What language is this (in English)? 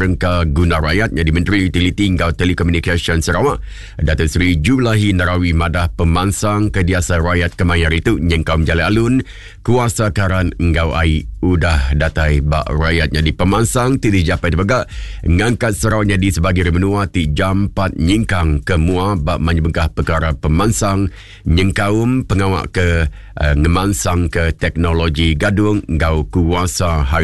Iban